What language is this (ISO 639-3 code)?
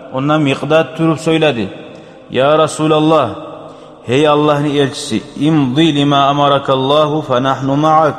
kum